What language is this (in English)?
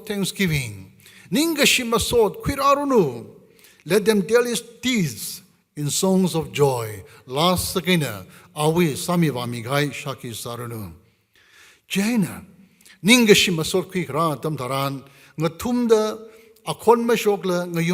Tangkhul Naga (India)